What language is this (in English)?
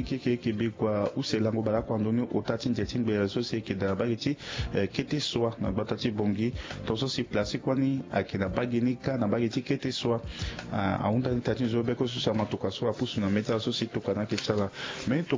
Sango